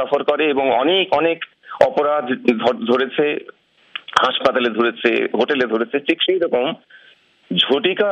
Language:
Bangla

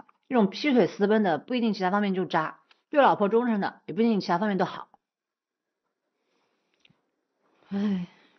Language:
Chinese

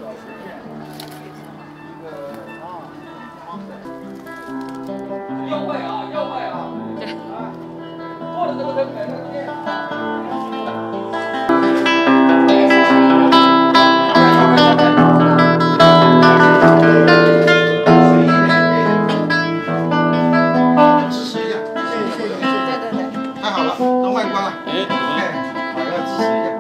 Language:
Chinese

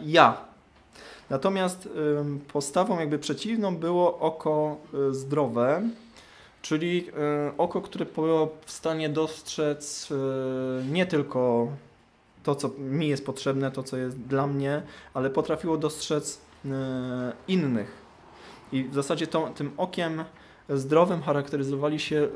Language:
Polish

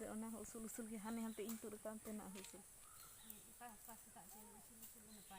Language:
Santali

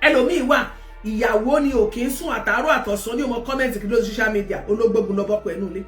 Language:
Yoruba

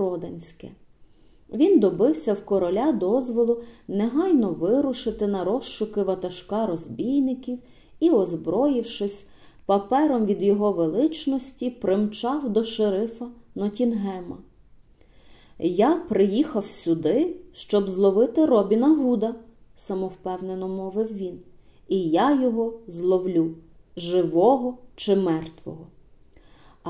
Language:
Ukrainian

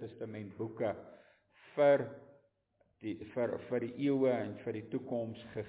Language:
Afrikaans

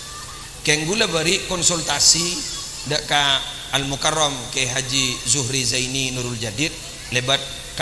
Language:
Madurese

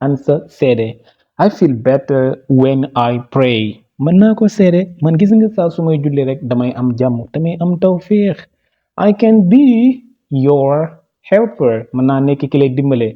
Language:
Wolof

